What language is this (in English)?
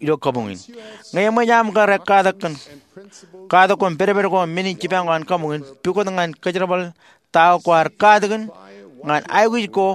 Marshallese